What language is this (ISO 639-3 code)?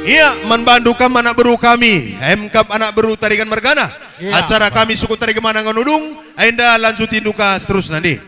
btx